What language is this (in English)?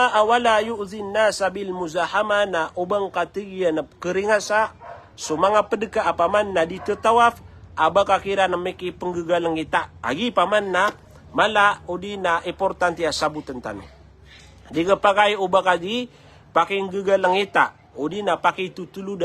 Maranao